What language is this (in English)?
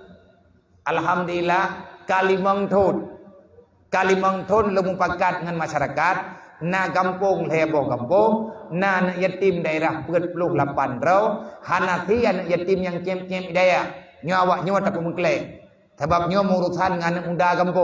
Achinese